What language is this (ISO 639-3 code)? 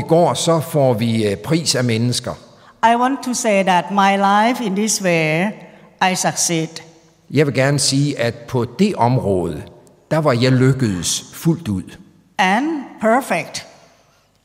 dan